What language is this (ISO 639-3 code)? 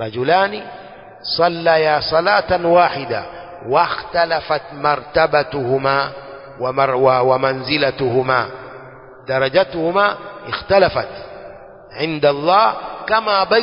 swa